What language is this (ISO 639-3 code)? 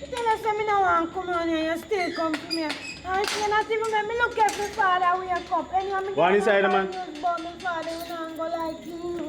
jam